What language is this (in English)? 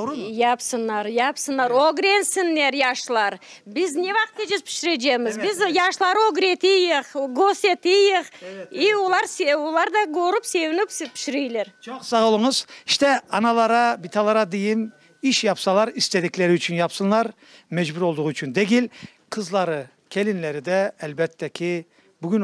Crimean Tatar